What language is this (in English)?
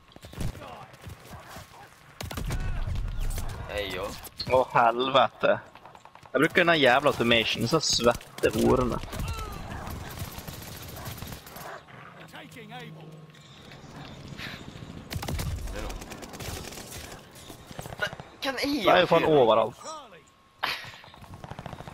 Norwegian